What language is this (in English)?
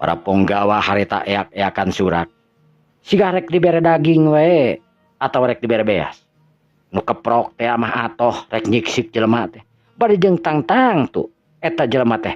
Sundanese